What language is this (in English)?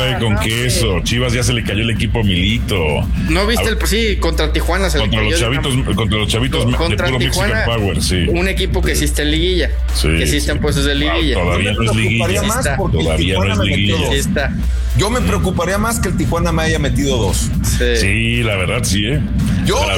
Spanish